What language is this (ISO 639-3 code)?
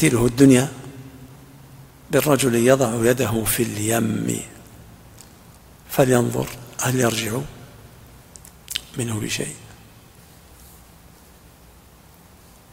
ara